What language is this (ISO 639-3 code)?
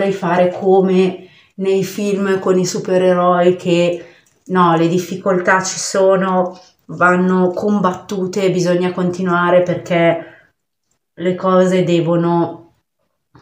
ita